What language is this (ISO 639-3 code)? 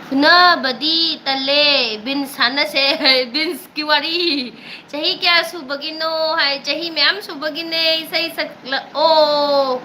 mni